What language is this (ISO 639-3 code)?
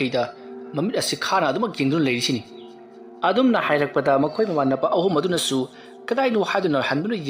mni